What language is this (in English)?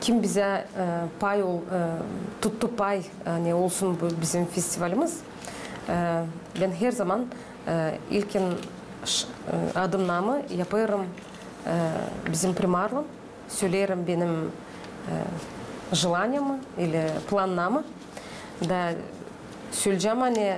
Gagauz